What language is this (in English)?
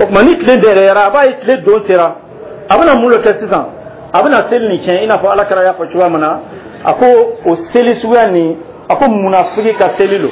Dyula